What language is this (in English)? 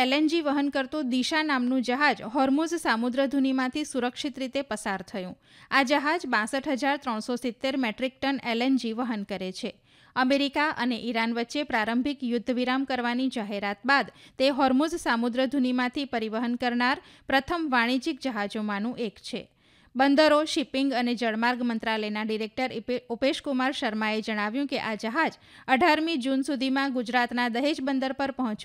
Gujarati